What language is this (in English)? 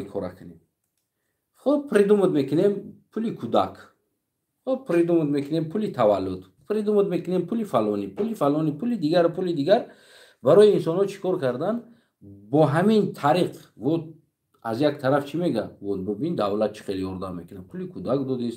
Tajik